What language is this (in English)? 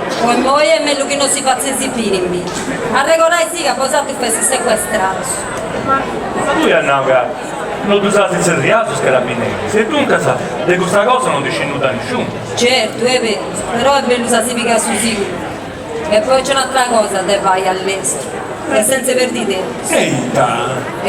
Sardinian